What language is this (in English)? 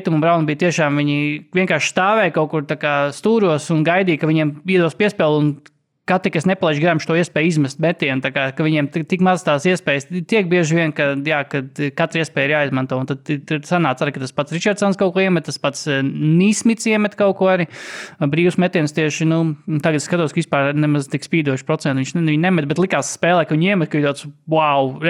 Latvian